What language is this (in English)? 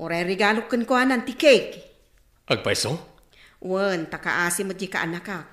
Iloko